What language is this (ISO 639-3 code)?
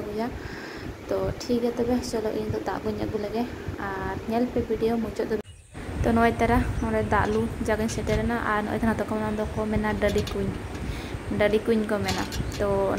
sat